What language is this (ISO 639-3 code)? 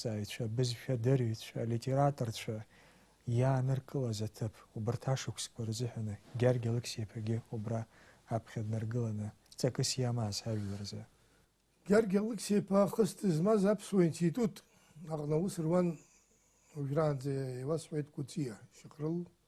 abk